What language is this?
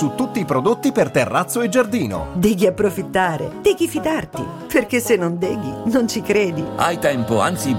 Italian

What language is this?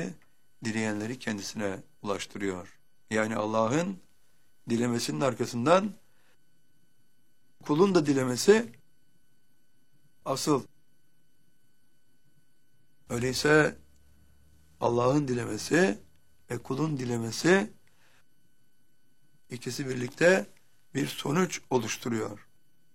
Turkish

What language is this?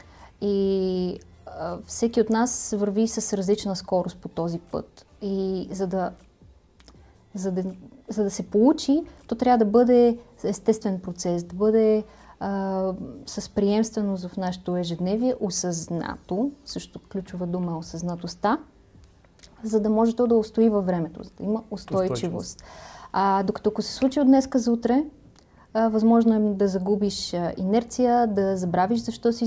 Bulgarian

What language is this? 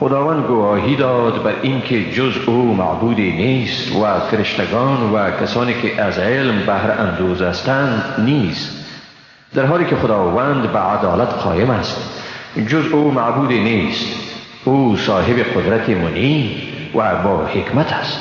Persian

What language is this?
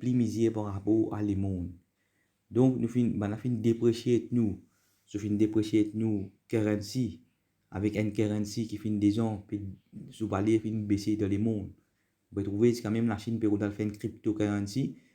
Morisyen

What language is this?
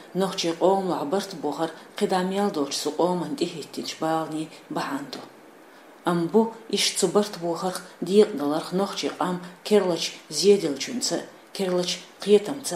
Chechen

